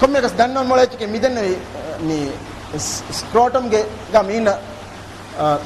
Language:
Divehi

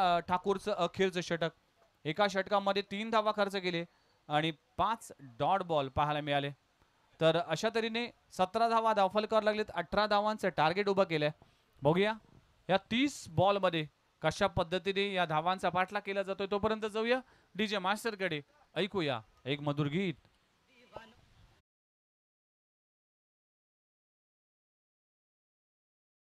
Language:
Marathi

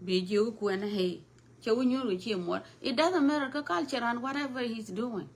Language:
Nuer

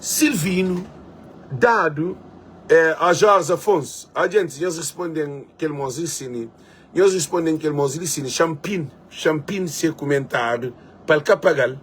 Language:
Kabuverdianu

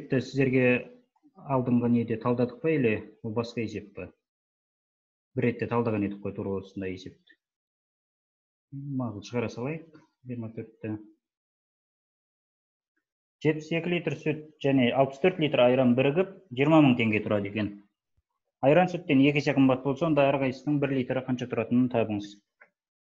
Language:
Kazakh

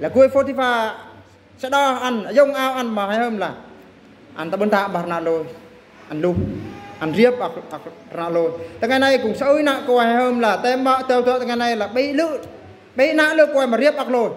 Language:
Eastern Bru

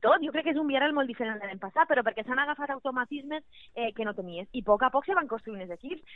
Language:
Catalan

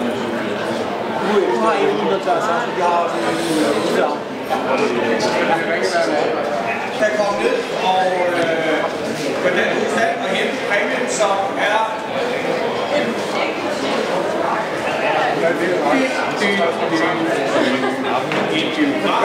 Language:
Danish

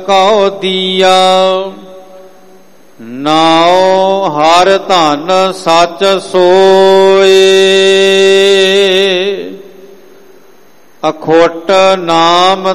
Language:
Punjabi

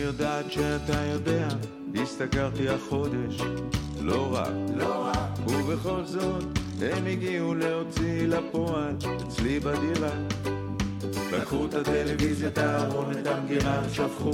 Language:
Hebrew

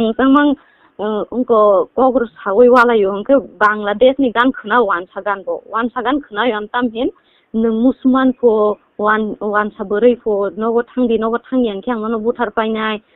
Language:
Kok Borok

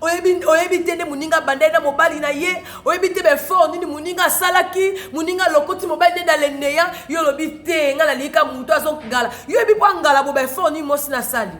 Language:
Lingala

